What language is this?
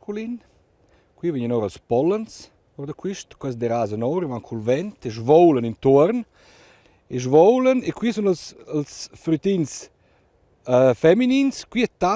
Romansh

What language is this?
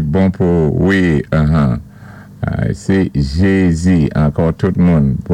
Saint Lucian Creole French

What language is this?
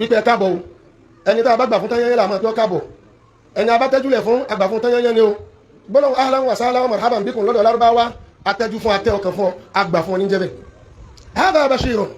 Yoruba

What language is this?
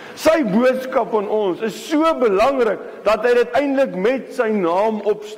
Afrikaans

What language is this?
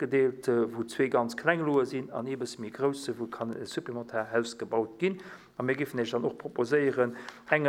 Luxembourgish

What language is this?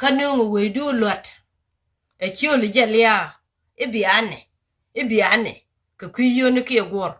Nuer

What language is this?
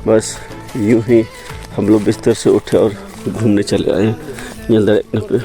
Santali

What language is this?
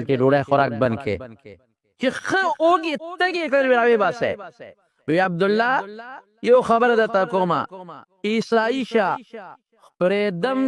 Pashto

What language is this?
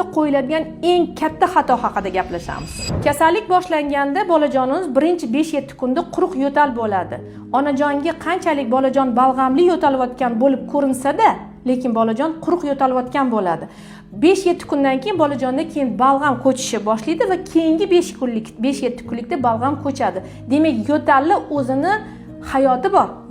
Uzbek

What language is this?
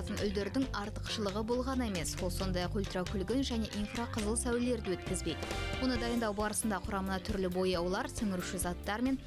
Kazakh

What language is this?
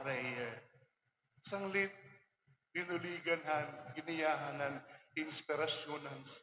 Waray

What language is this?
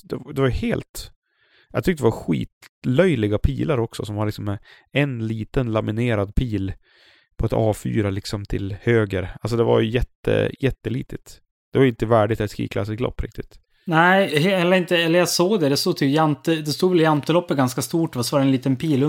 Swedish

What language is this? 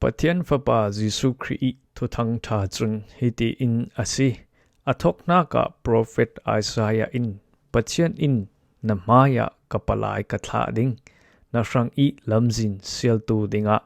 Falam Chin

